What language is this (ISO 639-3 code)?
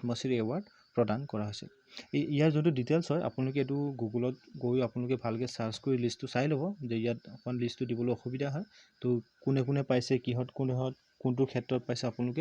asm